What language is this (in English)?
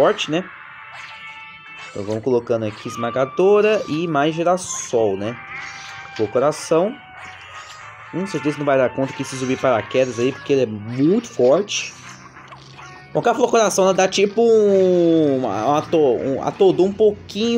Portuguese